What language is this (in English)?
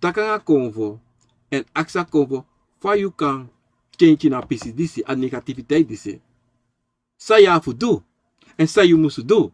Sranan Tongo